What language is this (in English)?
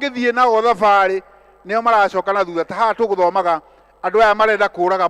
Kikuyu